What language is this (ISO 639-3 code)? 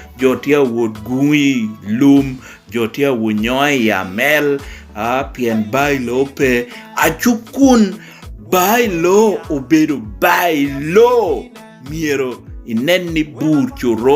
laj